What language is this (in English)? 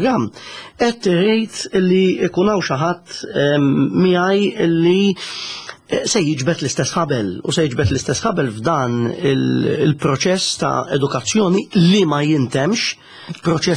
Maltese